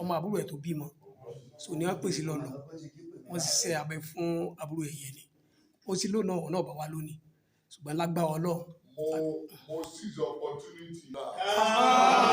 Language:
Yoruba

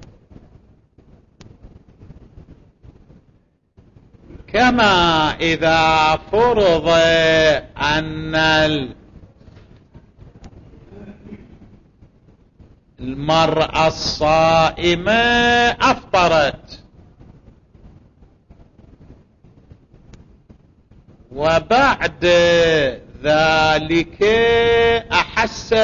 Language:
Arabic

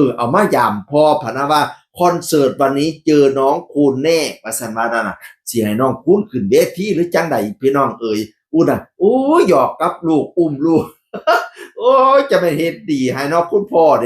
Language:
Northeastern Thai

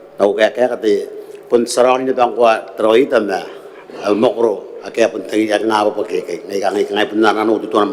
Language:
Gilbertese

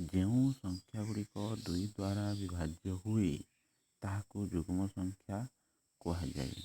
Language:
Odia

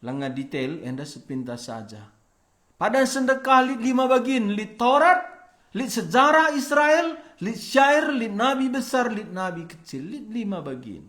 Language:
Batak Karo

